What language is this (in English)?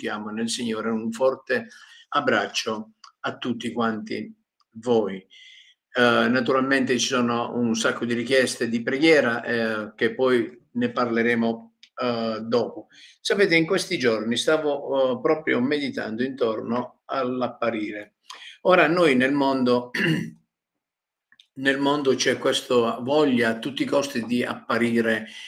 Italian